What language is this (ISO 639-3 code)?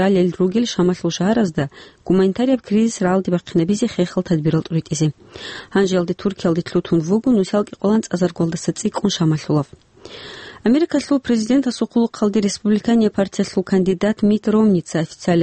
ava